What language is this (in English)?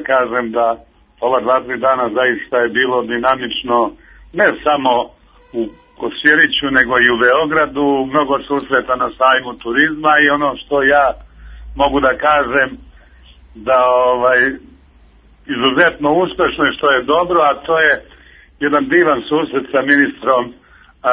Serbian